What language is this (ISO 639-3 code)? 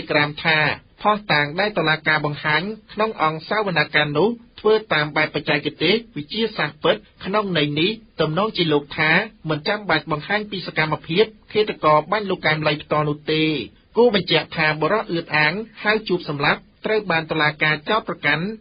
khm